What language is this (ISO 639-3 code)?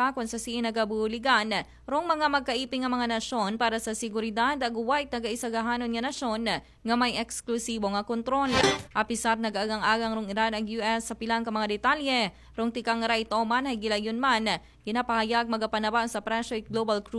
akl